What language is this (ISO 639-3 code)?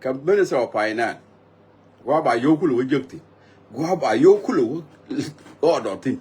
nus